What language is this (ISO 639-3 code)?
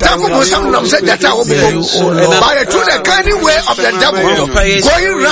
aka